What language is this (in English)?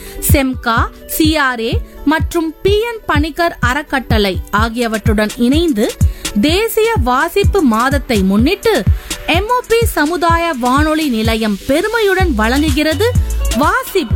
Tamil